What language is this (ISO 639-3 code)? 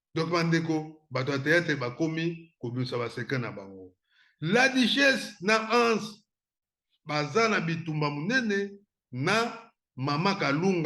lin